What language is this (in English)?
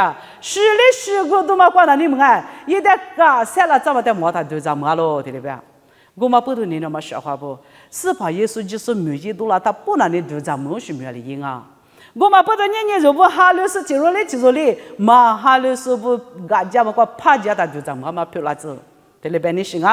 Lisu